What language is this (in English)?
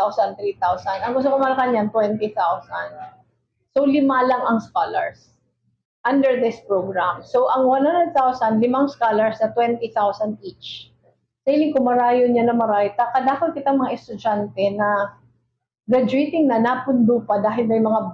Bikol